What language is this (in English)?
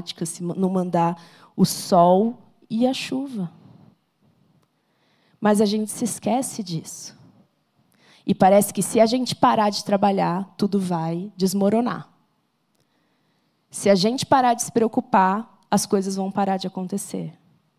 Portuguese